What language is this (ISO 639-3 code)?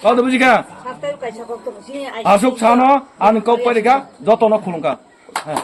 trp